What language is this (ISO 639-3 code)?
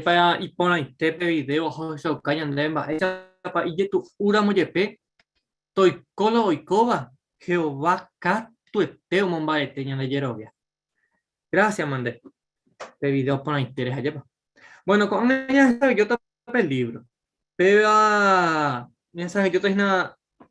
grn